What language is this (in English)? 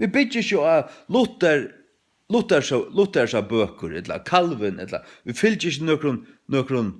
Faroese